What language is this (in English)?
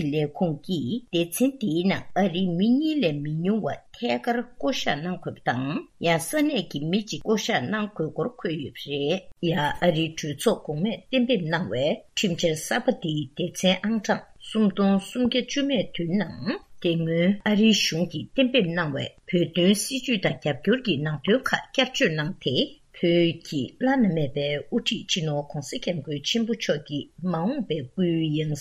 Tibetan